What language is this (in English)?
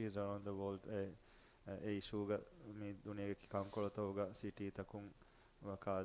Divehi